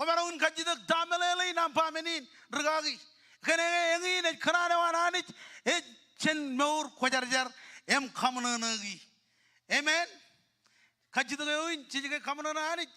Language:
Marshallese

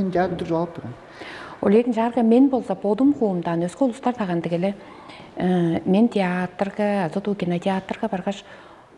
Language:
Tuvinian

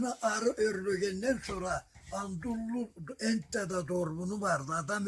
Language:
Karachay-Balkar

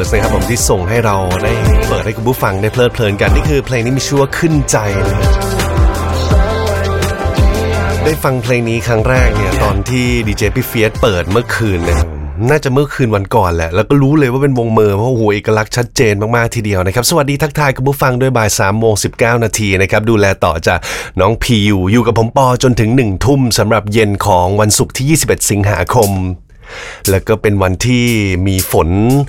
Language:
Thai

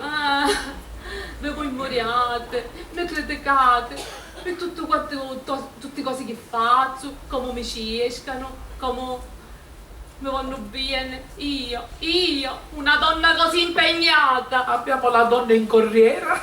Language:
Sicilian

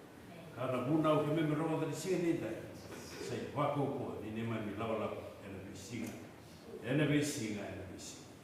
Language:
Fijian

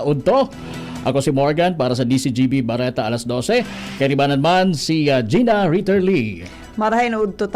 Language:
Bikol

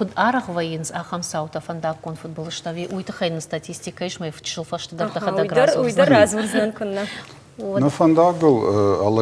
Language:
Ossetic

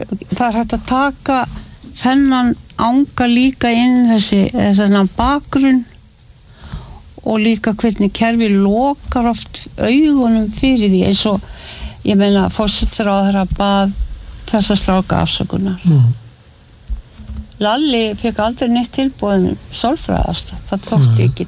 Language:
Icelandic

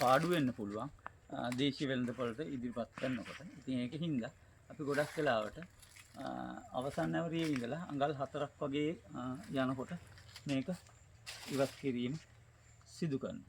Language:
Sinhala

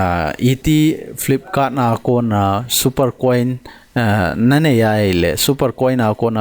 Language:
Thado Chin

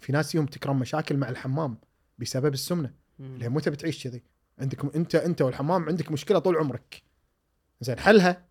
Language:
Gulf Arabic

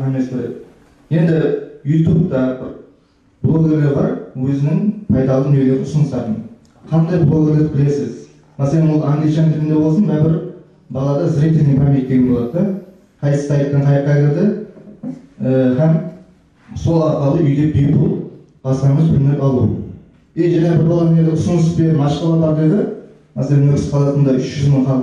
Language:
Kara-Kalpak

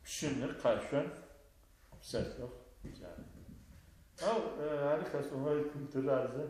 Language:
Adyghe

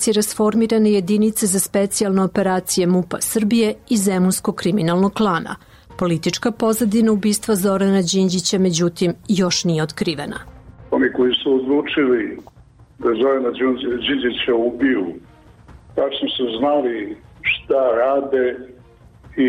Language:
Serbian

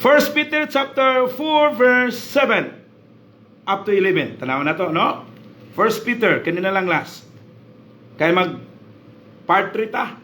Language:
Cebuano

